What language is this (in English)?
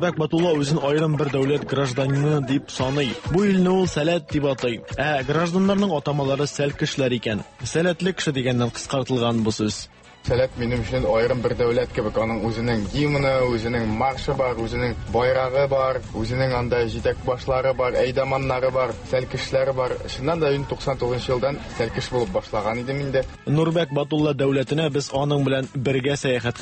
Tatar